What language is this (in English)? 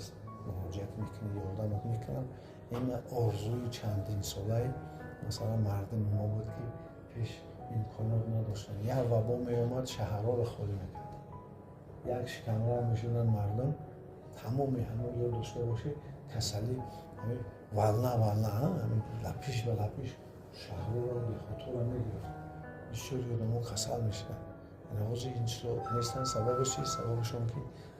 Tajik